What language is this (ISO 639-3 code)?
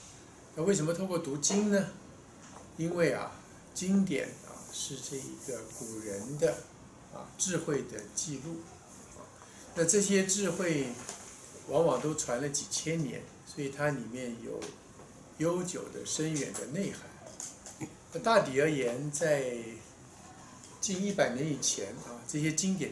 zho